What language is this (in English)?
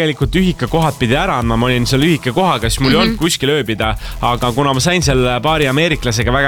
Estonian